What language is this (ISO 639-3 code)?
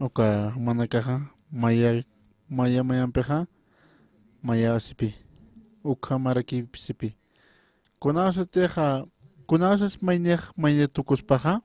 aym